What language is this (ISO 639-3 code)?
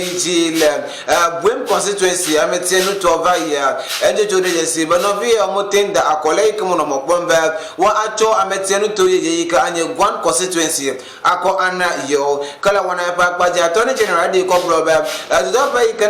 ewe